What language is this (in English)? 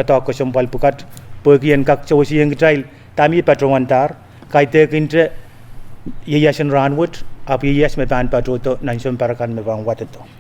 Pohnpeian